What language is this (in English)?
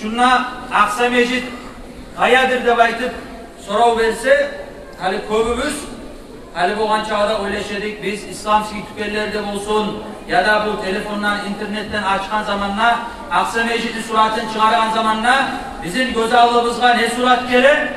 Kumyk